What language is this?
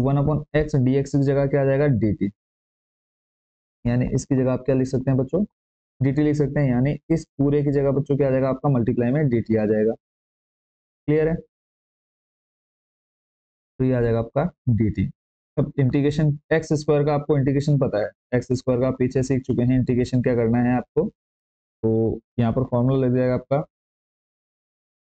Hindi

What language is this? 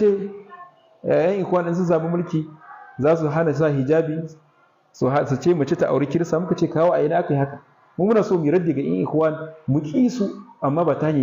Hausa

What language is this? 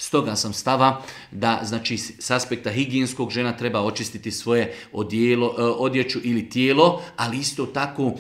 Bosnian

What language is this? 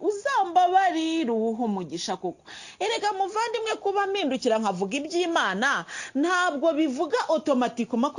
Kinyarwanda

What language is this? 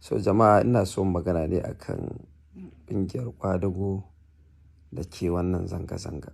Hausa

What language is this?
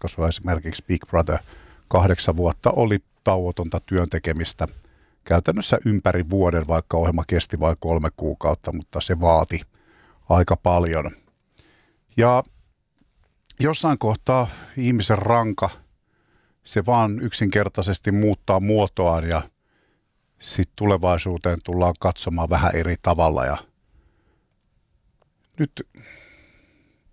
Finnish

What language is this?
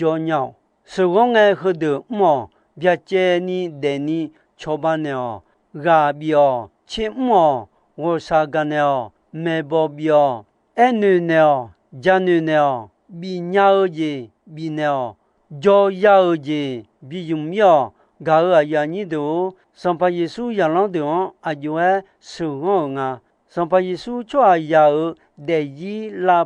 Akha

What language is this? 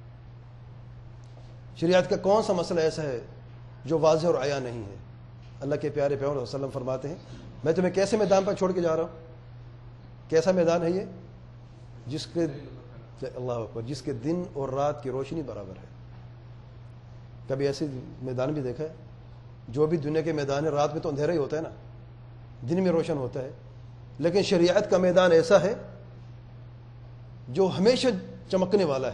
Urdu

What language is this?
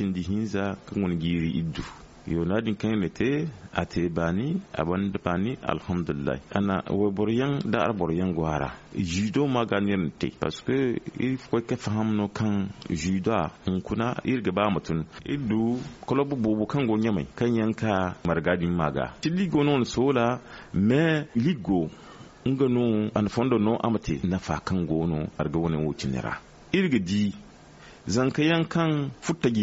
Zarma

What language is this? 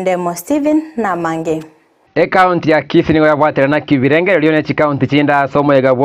Gusii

